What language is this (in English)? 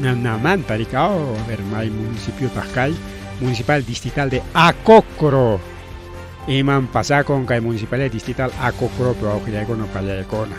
Ayacucho Quechua